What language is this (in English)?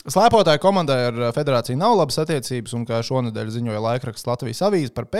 Latvian